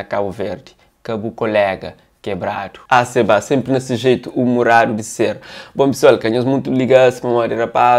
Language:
Kabuverdianu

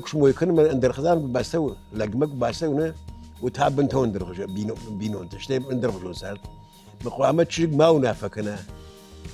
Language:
Ossetic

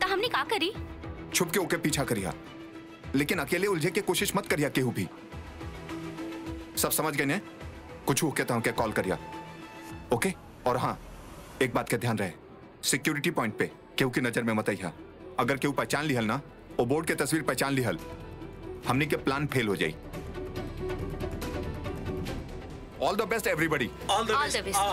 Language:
Bhojpuri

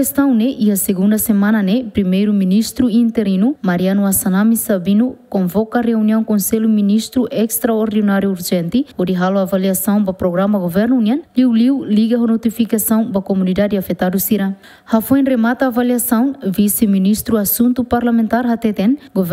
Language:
Tetum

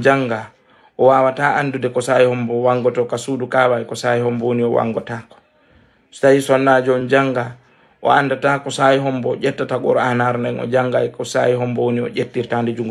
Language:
Fula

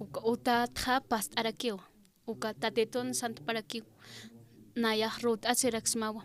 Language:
Aymara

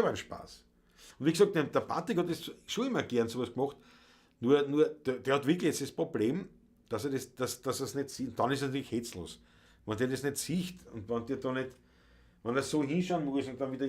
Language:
Bavarian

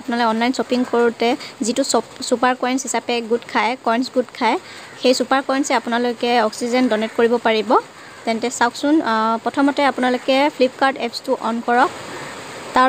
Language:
Assamese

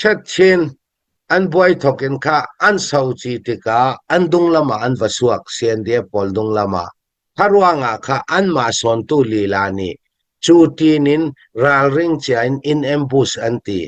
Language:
Hakha Chin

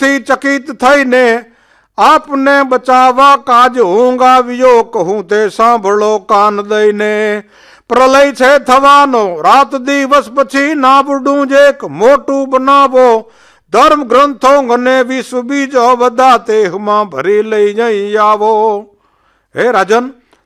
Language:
Gujarati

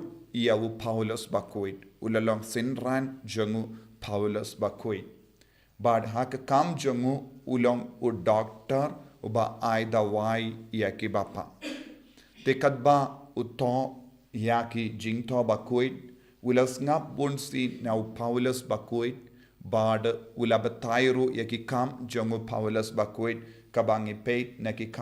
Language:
Khasi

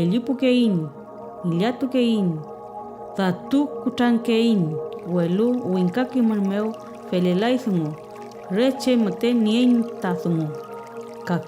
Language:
Mapuche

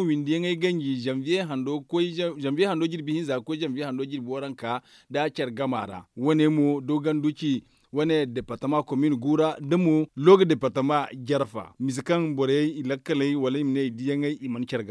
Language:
Zarma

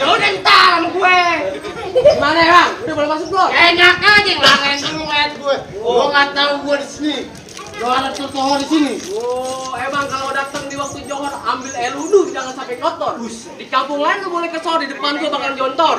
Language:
Betawi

